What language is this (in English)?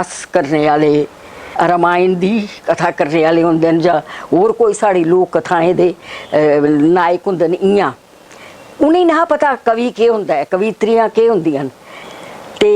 Dogri